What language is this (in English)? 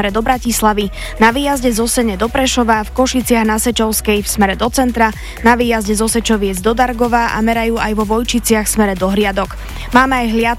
Slovak